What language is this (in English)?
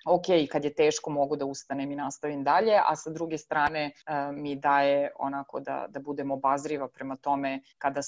Serbian